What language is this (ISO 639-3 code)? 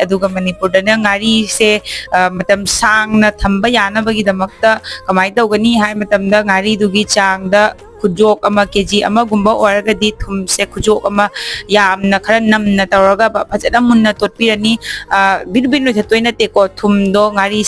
mni